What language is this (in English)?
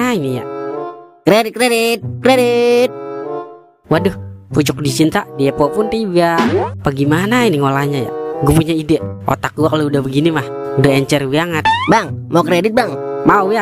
Betawi